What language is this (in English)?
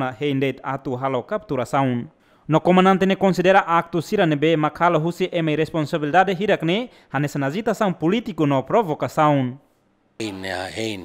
Tetum